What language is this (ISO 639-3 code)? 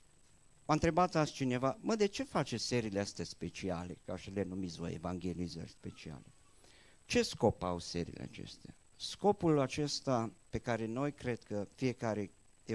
ron